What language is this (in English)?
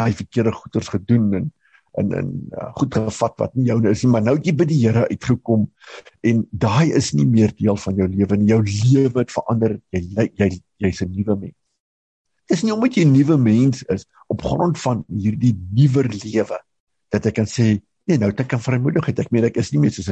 Afrikaans